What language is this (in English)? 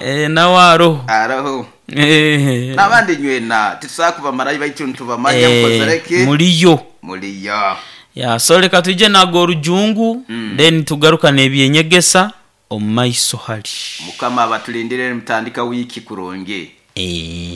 Nyoro